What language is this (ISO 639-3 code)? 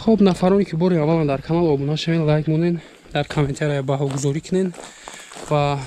tgk